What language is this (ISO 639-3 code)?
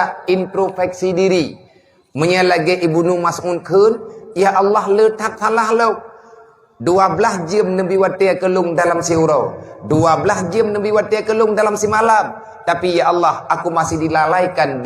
ace